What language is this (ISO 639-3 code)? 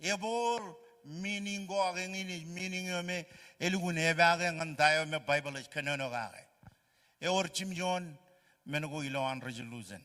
mah